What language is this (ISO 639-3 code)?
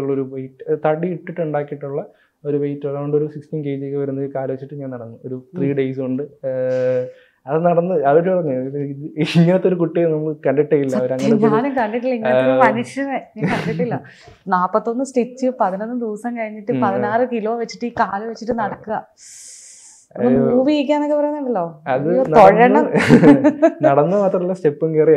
mal